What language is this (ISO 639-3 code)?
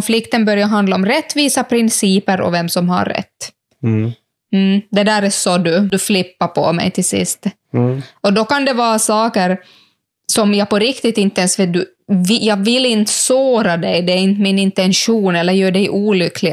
swe